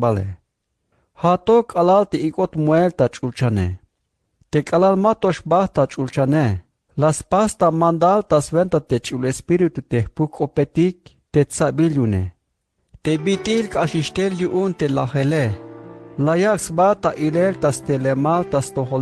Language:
Tzeltal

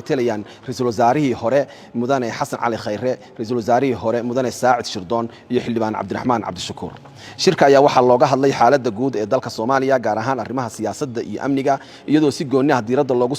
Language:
Somali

